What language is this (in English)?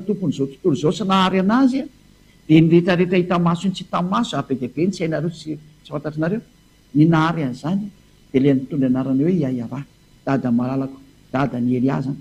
Malagasy